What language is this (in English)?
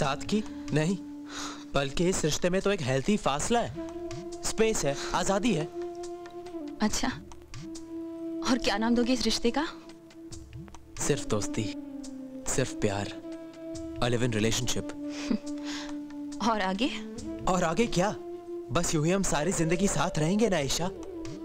Hindi